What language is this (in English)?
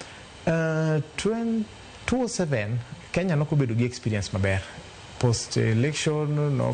Luo (Kenya and Tanzania)